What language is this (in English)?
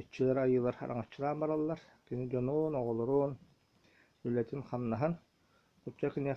Yakut